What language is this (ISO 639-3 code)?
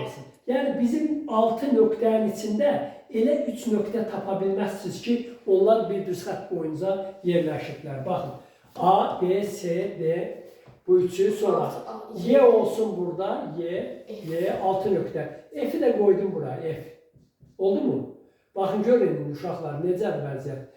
aze